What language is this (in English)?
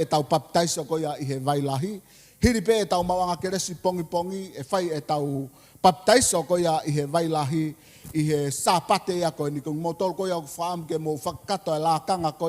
Tongan